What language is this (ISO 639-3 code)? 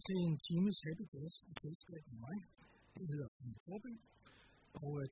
dan